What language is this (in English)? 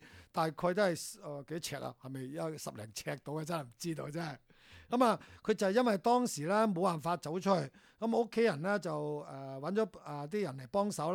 Cantonese